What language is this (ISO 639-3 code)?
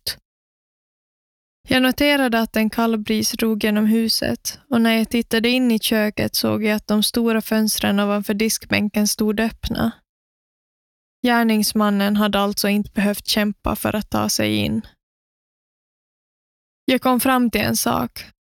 swe